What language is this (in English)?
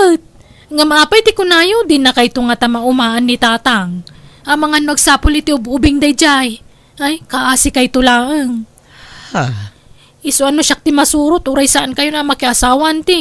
Iloko